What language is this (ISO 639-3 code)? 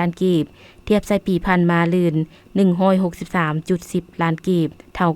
lao